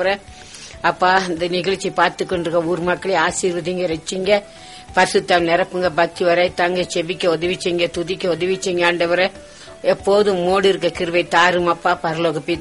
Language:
Tamil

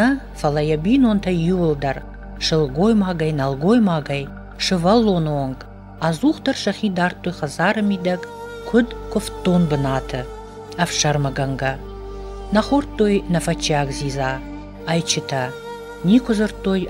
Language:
Ossetic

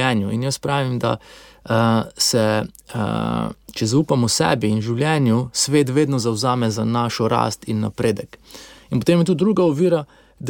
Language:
Slovenian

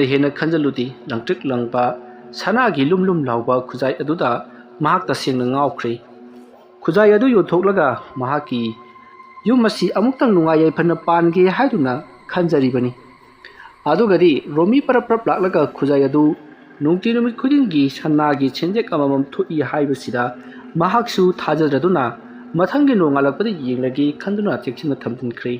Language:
Manipuri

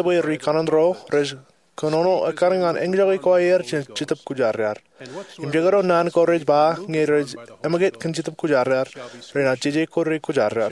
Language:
Marshallese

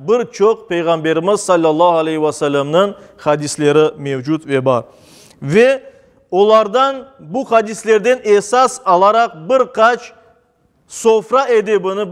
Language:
Crimean Tatar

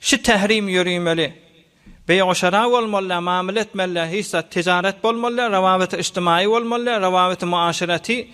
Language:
Turkmen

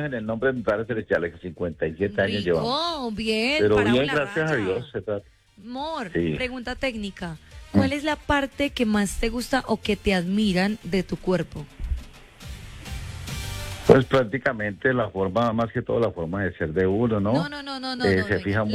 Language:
Spanish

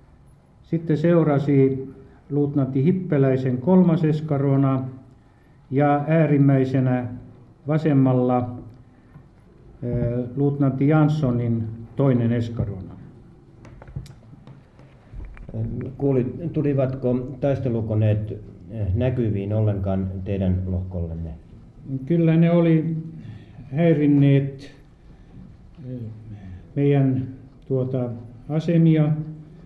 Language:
Finnish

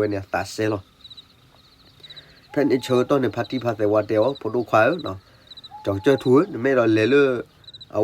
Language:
S'gaw Karen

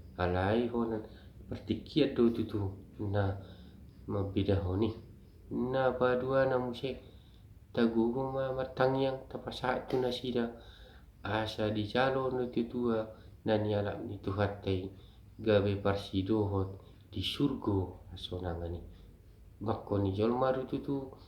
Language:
Batak Toba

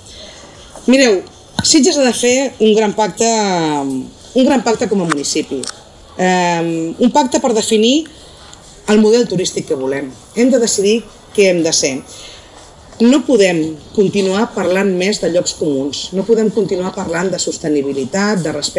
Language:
Catalan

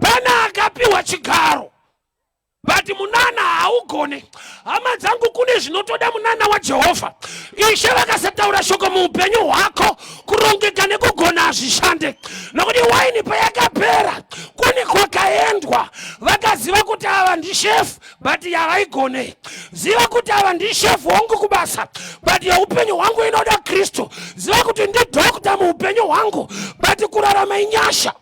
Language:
Shona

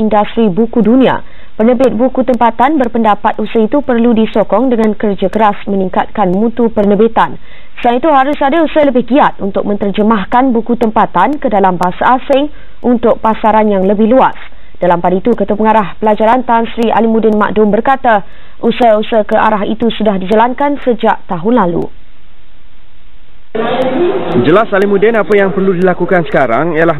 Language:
Malay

